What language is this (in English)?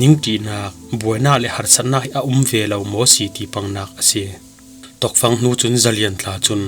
Falam Chin